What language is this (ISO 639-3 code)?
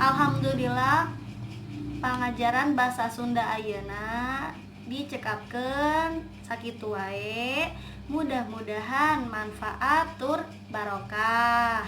sun